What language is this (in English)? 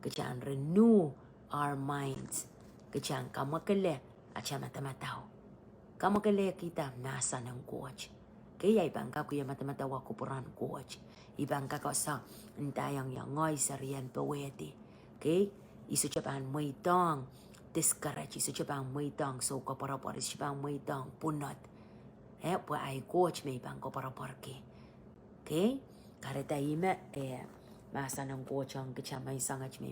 Pohnpeian